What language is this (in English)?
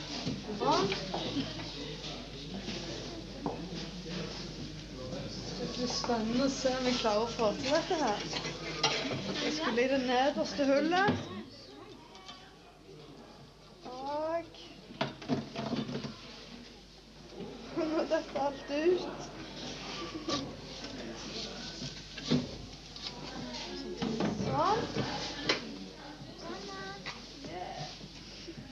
Norwegian